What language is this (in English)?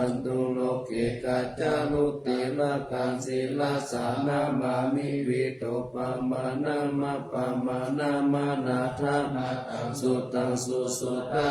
Pali